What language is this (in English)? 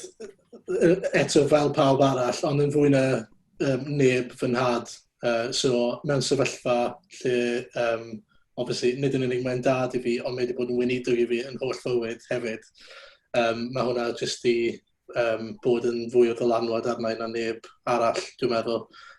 Welsh